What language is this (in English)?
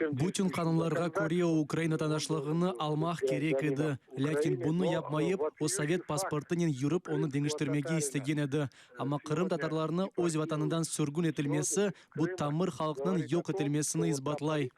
Crimean Tatar